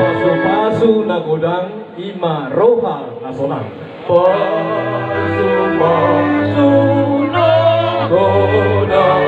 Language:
Batak Toba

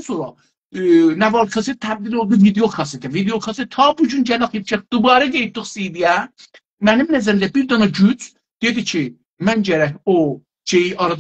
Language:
South Azerbaijani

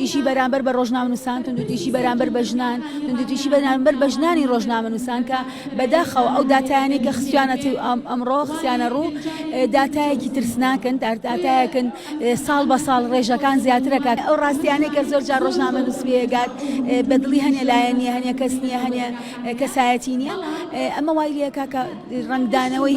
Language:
Central Kurdish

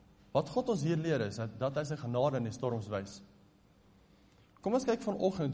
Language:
Afrikaans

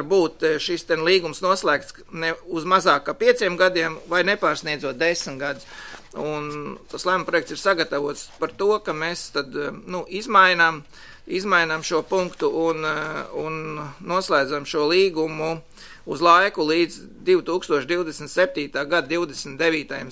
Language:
Latvian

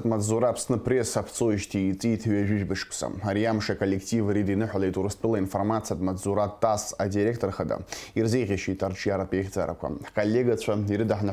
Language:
Abkhazian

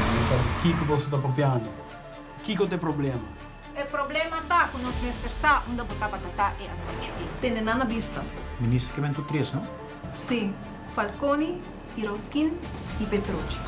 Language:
Papiamento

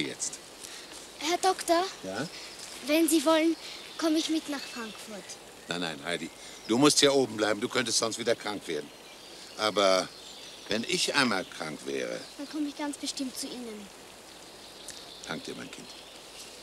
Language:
German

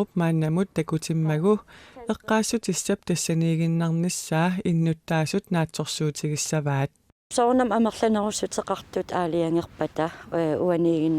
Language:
Kalaallisut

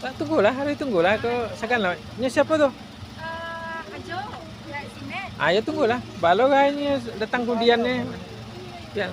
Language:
Minangkabau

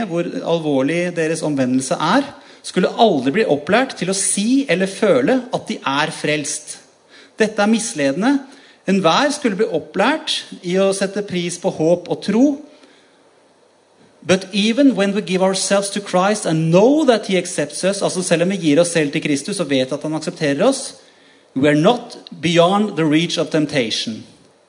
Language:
Norwegian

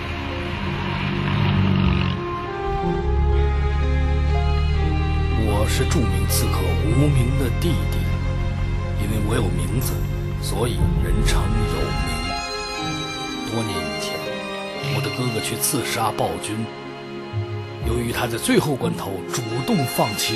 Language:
Chinese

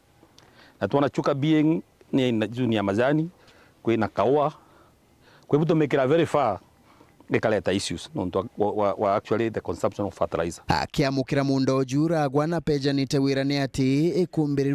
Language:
Meru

